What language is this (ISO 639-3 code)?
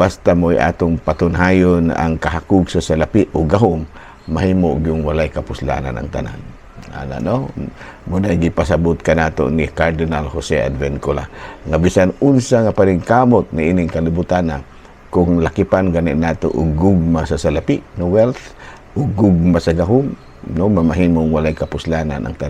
ceb